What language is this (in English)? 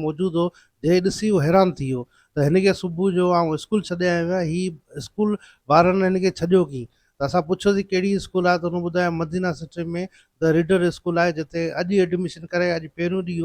Sindhi